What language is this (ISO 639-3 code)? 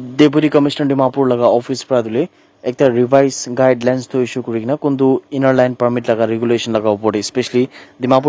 nag